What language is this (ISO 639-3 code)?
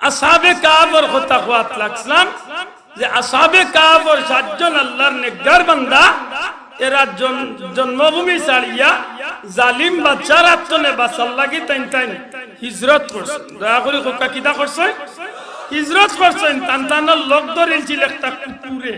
syl